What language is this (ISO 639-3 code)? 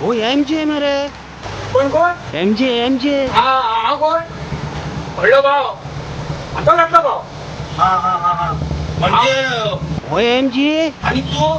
kok